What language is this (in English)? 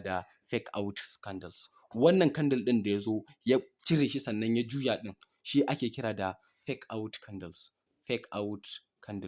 Hausa